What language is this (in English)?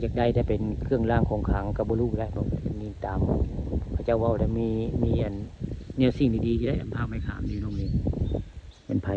Northeastern Thai